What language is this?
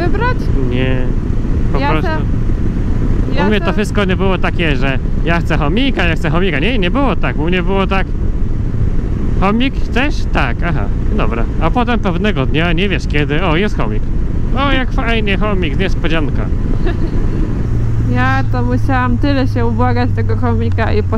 Polish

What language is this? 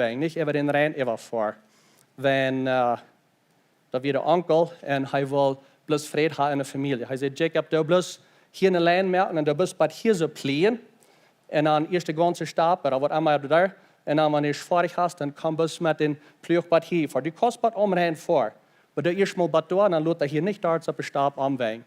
Plautdietsch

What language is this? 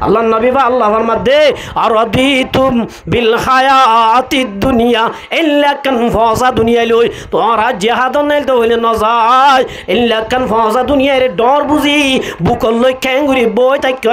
Rohingya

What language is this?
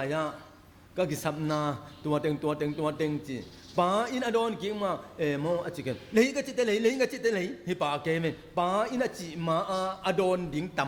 Tedim Chin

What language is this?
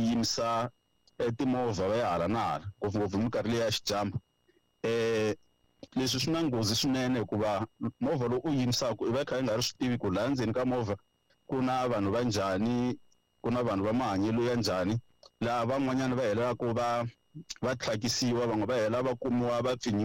Tsonga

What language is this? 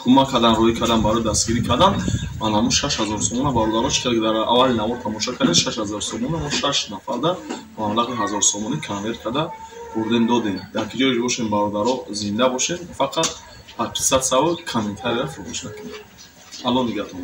Tajik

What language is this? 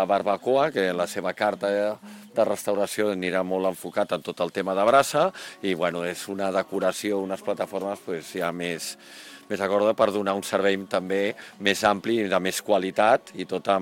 Catalan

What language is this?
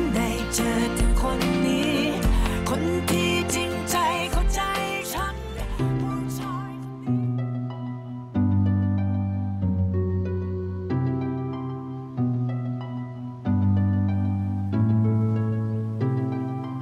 Thai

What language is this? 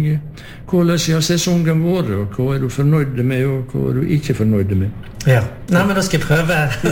Norwegian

